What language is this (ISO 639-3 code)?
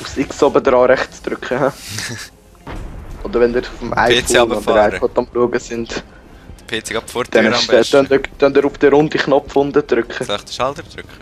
gsw